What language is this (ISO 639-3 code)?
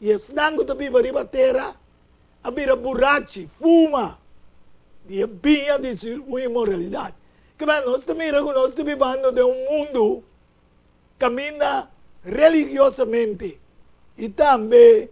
pap